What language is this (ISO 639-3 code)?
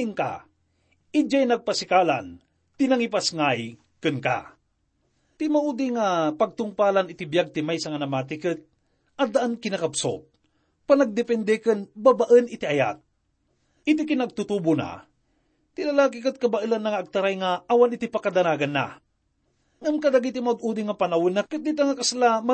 ilo